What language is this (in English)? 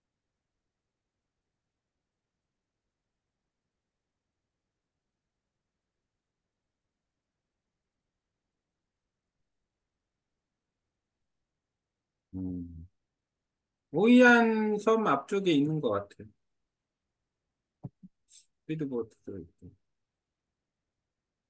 Korean